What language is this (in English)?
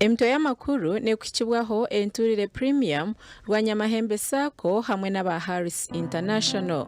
Nyankole